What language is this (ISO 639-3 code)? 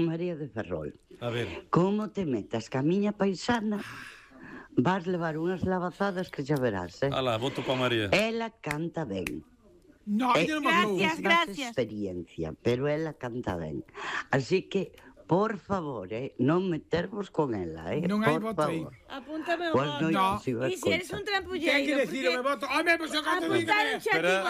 glg